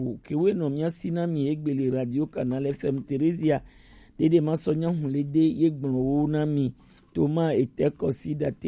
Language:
Gen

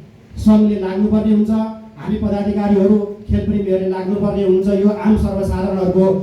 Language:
Nepali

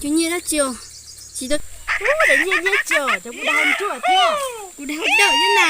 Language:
Hmong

